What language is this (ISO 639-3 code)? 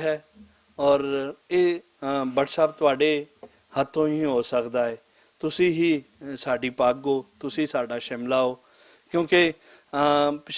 lah